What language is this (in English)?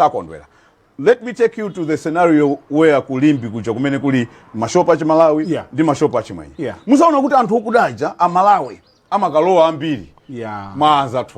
Nyanja